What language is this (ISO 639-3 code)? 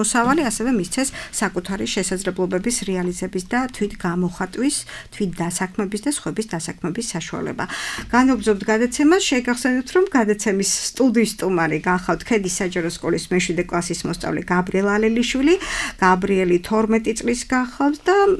kat